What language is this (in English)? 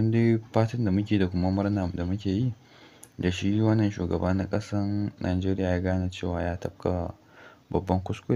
Hausa